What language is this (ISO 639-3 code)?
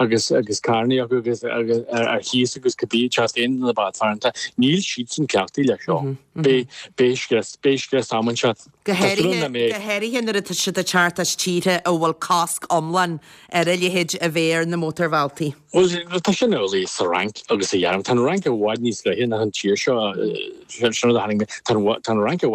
gle